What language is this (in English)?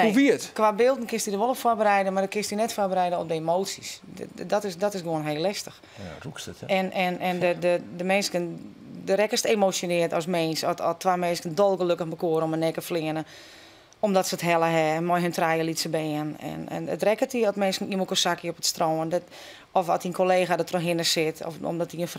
Western Frisian